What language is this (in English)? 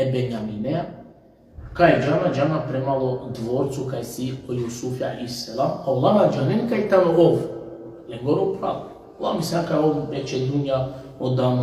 Balkan Romani